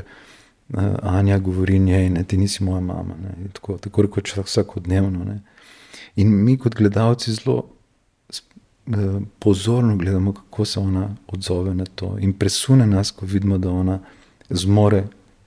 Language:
Slovenian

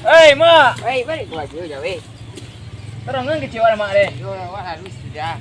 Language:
Minangkabau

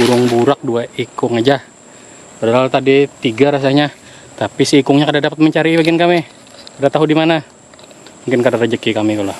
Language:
Banjar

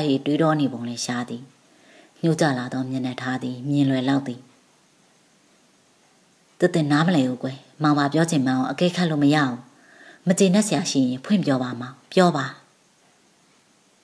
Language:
Burmese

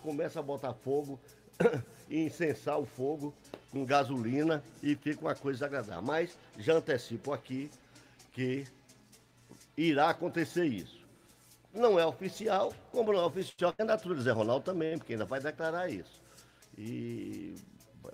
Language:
Portuguese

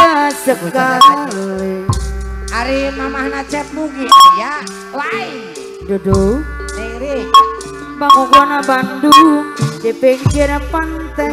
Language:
Sundanese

